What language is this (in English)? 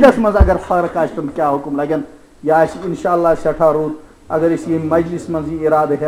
Kashmiri